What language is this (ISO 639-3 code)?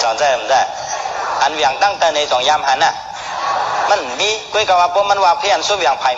shn